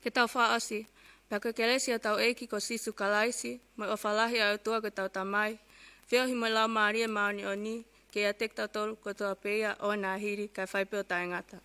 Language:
Tongan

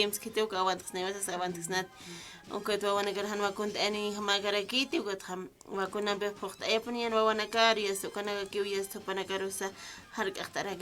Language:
Aymara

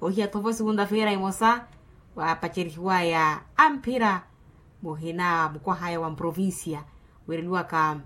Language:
Makhuwa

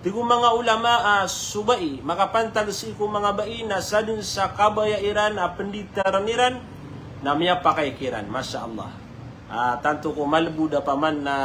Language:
Maranao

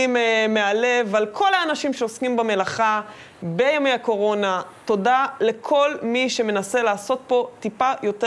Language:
Hebrew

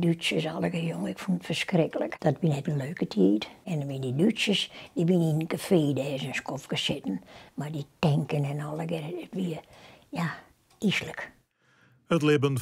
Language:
Western Frisian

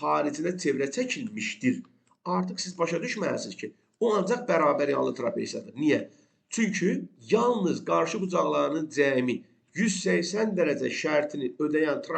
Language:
Azerbaijani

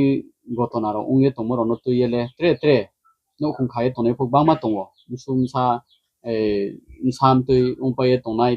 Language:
Riang (India)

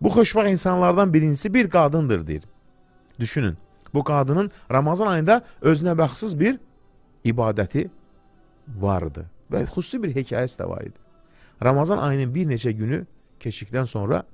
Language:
Azerbaijani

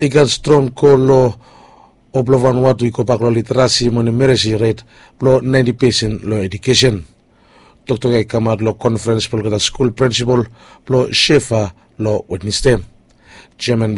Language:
Bislama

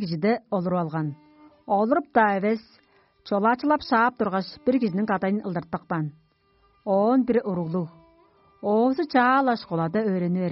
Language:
Tuvinian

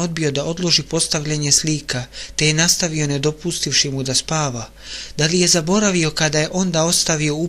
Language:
Bosnian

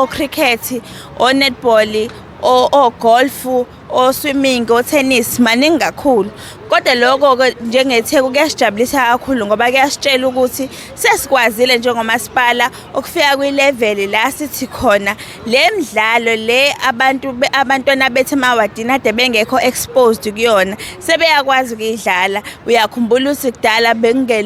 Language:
Zulu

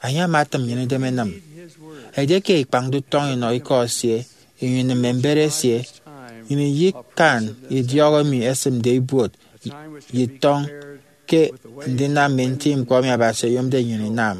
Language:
Efik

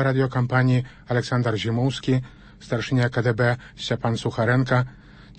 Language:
Belarusian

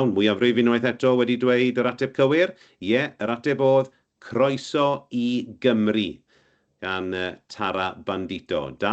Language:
Welsh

